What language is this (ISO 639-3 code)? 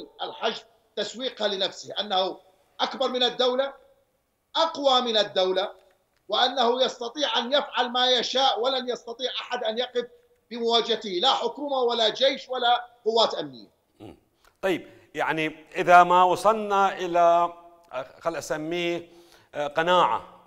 acm